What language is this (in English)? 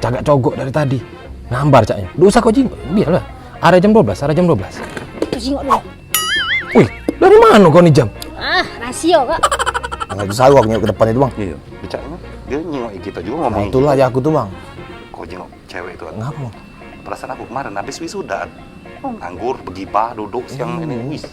Musi